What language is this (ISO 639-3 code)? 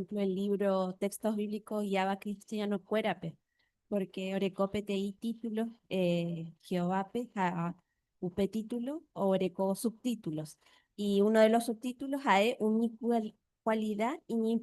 grn